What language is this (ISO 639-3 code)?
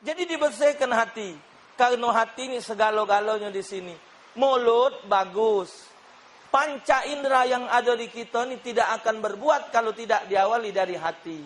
mui